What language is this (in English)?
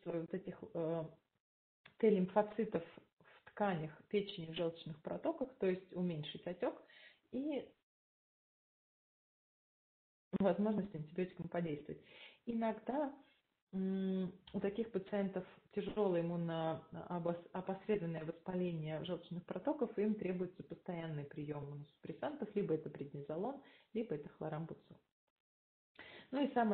Russian